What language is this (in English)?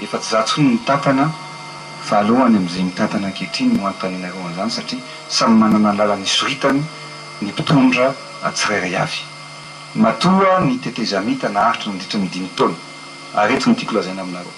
Malagasy